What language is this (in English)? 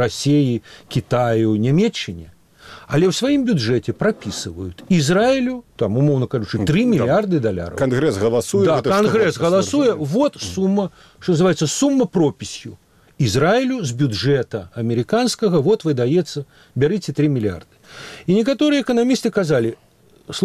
Belarusian